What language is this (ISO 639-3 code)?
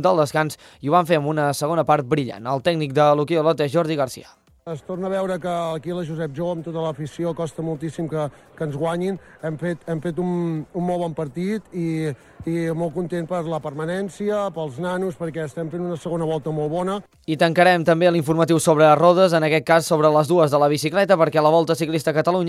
cat